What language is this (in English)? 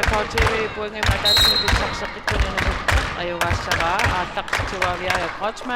Kalaallisut